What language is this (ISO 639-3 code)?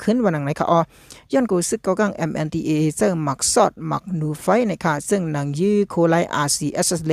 shn